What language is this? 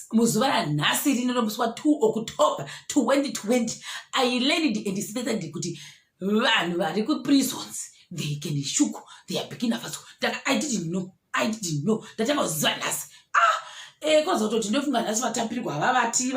Shona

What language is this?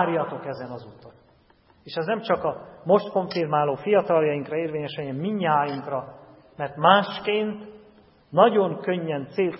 Hungarian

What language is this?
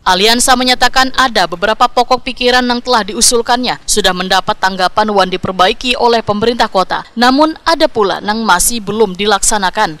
Banjar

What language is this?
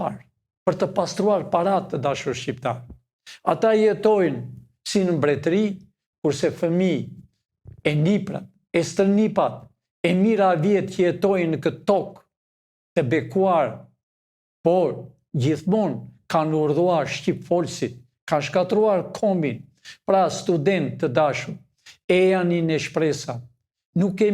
Albanian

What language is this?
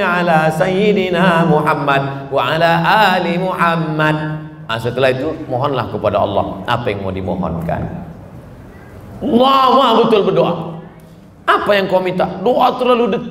Indonesian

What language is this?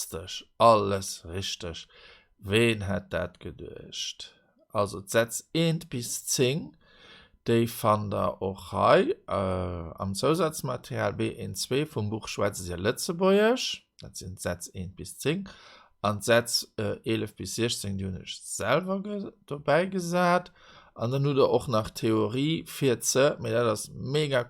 Luxembourgish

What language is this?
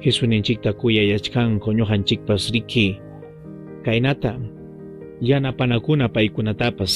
Ayacucho Quechua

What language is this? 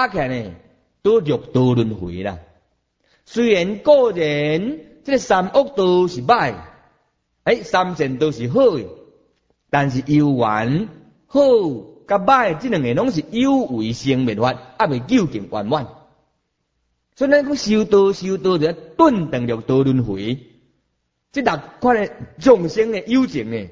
Min Nan Chinese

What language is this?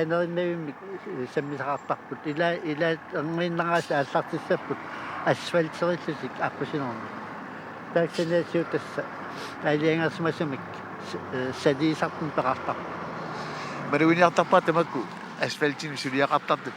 Kalaallisut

